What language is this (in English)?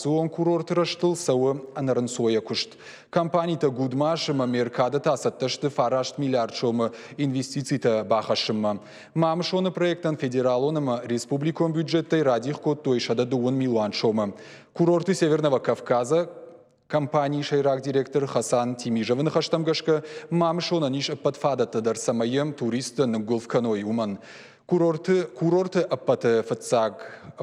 Ossetic